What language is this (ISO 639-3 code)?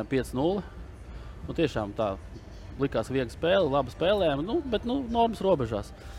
lav